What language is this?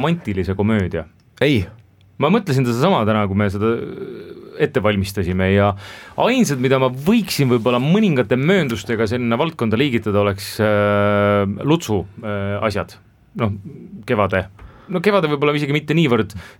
Estonian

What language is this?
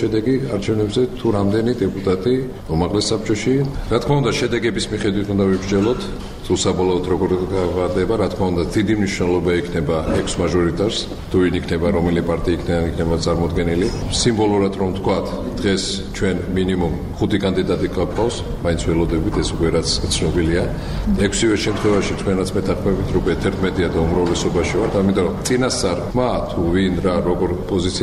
Georgian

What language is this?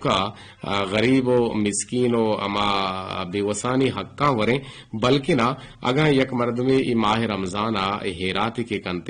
Eastern Balochi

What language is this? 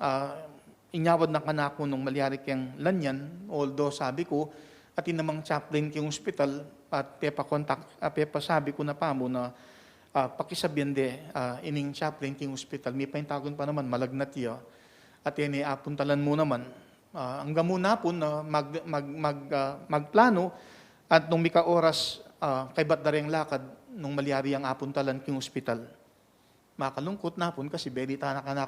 Pampanga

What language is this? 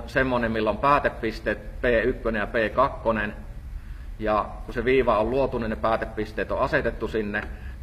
Finnish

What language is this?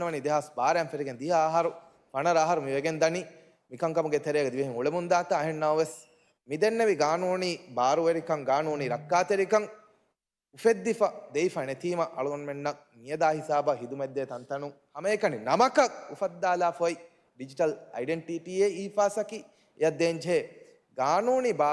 Divehi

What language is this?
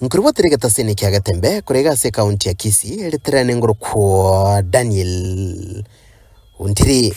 Gusii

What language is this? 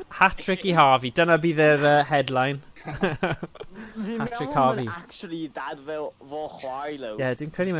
Welsh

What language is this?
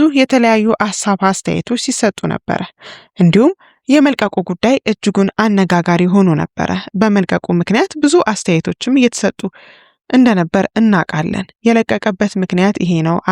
Amharic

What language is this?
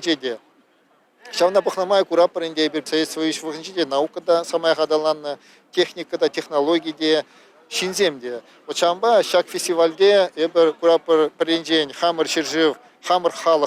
Chuvash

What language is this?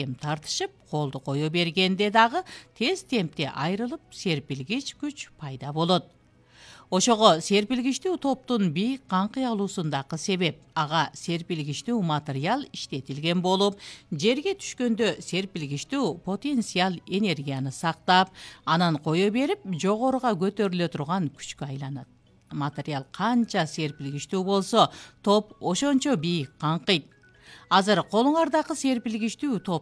Kyrgyz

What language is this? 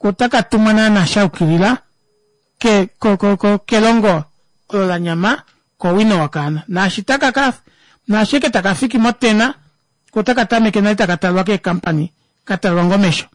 Kuanyama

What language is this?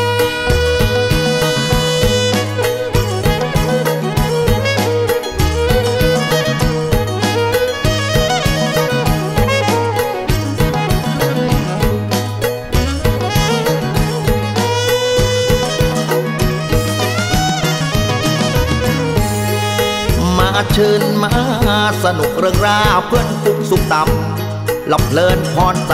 Thai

